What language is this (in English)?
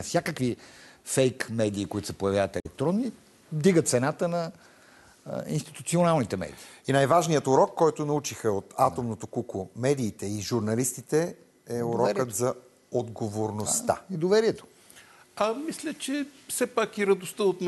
Bulgarian